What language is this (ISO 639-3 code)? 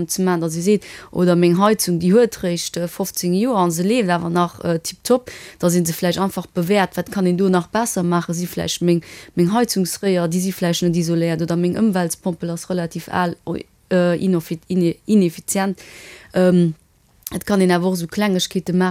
ltz